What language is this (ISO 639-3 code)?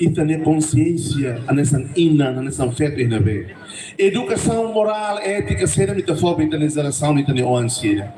tet